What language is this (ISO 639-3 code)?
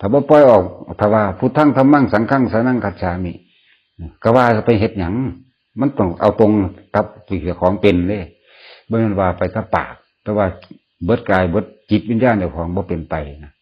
tts